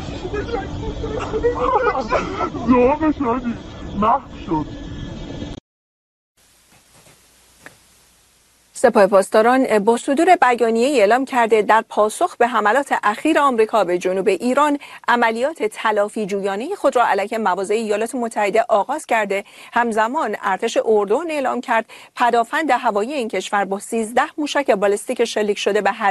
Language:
Persian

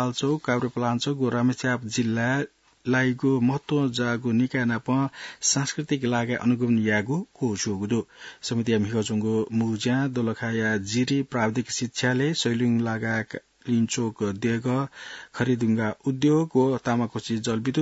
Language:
Newari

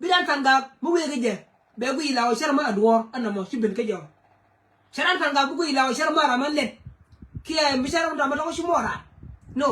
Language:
Nuer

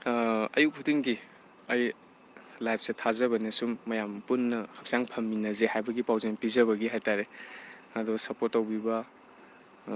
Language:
Manipuri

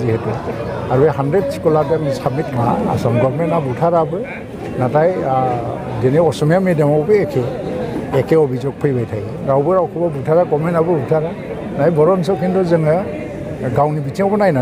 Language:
Bodo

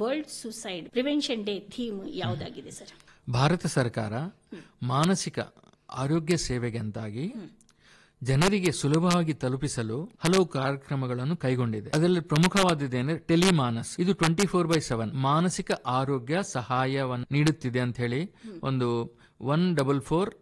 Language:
Kannada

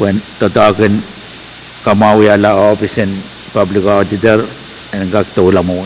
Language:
Pohnpeian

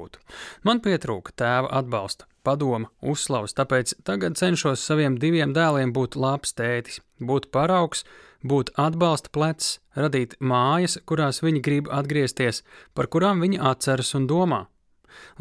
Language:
Latvian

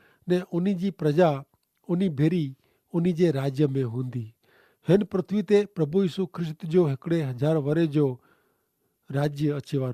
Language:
Kachhi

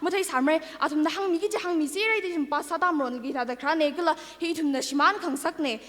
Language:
Tangkhul Naga (India)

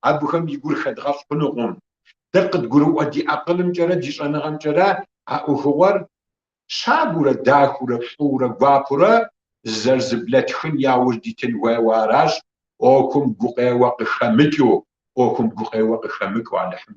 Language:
Kabardian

